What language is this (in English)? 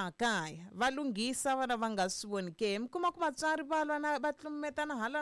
Tsonga